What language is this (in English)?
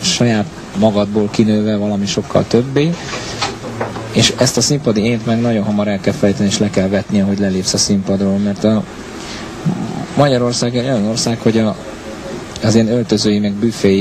Hungarian